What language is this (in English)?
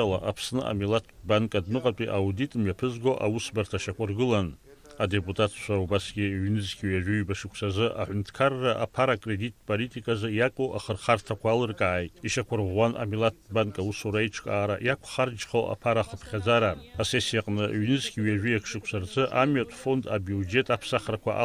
Abkhazian